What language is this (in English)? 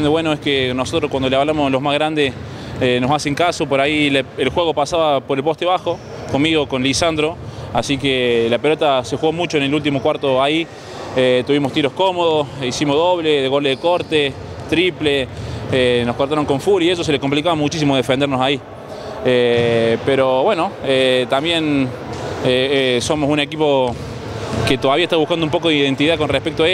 Spanish